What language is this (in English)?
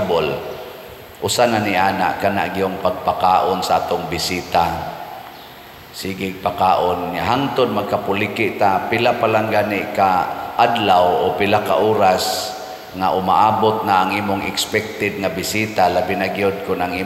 Cebuano